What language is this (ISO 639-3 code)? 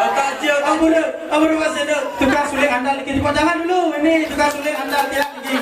ban